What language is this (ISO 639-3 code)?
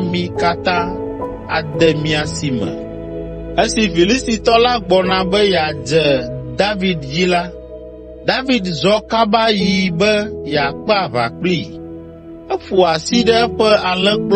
ewe